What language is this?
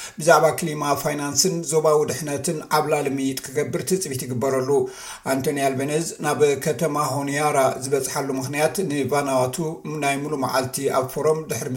Tigrinya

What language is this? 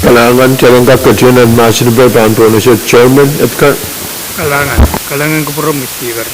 Pohnpeian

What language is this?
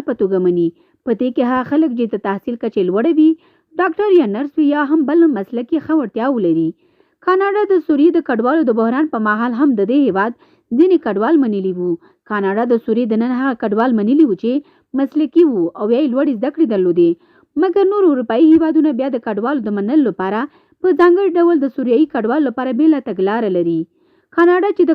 Pashto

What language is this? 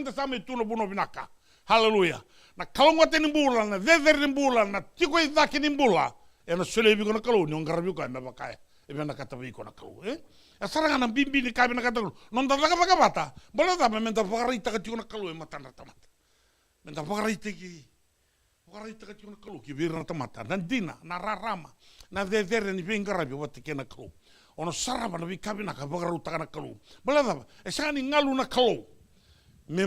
Fijian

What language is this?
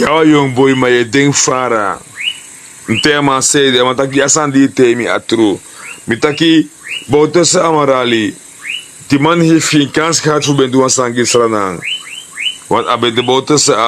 Sranan Tongo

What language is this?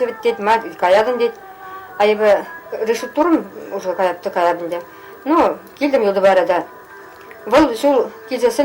Chuvash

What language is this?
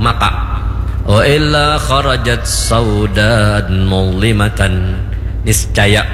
Banjar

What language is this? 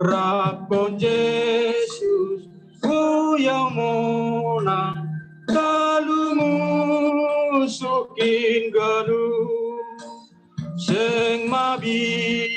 Batak Simalungun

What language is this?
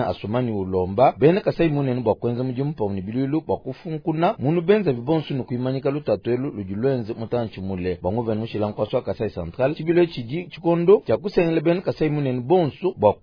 Luba-Lulua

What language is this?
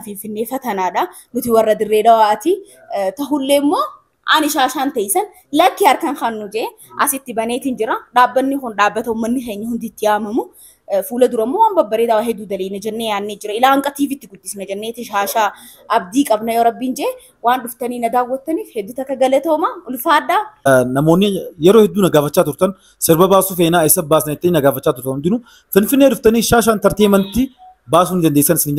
Oromo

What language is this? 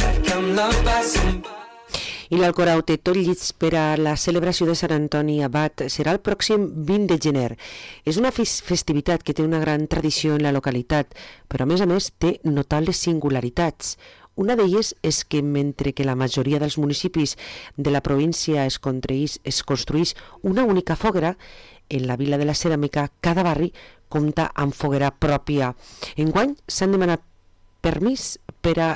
Catalan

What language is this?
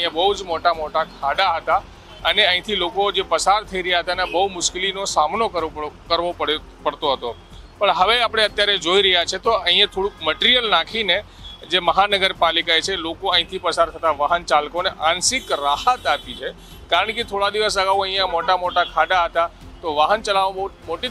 Gujarati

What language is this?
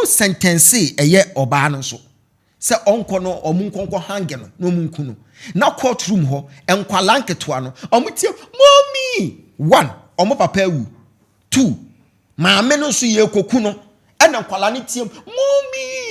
Akan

